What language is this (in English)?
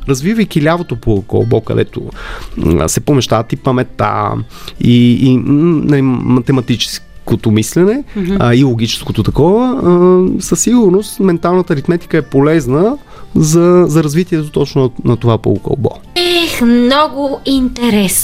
Bulgarian